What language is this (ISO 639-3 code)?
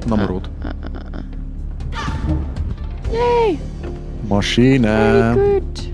gsw